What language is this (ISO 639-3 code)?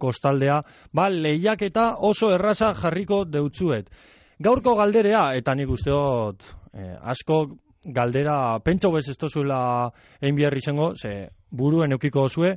eus